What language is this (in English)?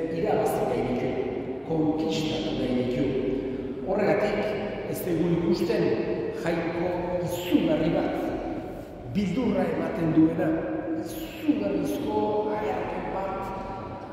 Basque